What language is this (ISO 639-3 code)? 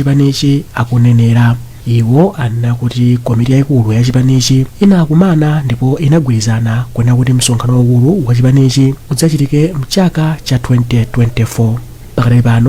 nya